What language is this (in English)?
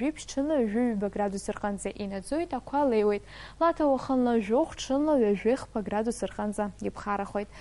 Abkhazian